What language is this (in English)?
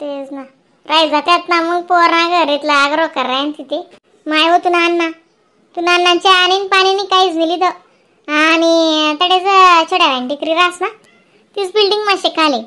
Khandesi